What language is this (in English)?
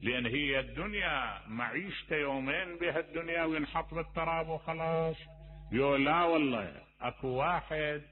Mesopotamian Arabic